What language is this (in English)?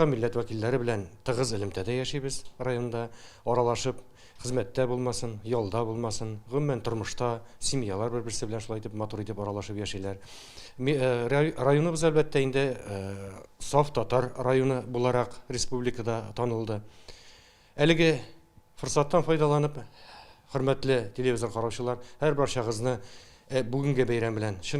Tatar